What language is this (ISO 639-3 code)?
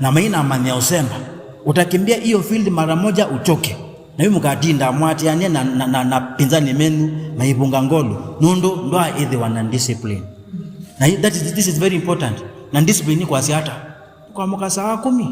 kam